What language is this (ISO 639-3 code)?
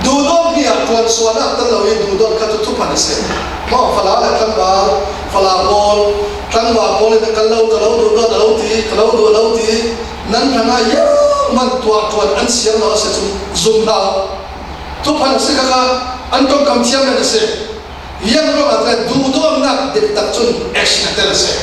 cfm